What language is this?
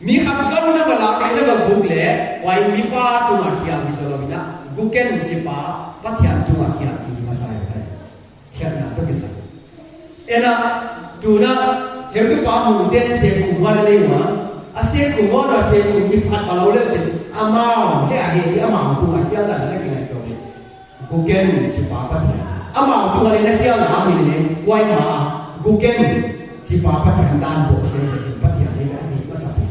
Paite Chin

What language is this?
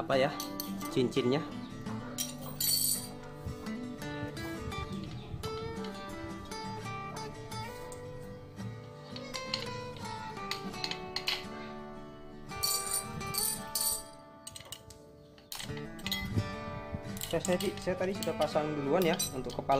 Indonesian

